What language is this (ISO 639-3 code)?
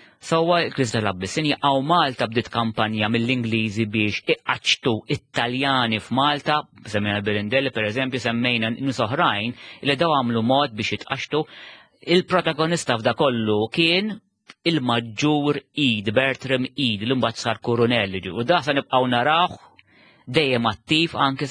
mlt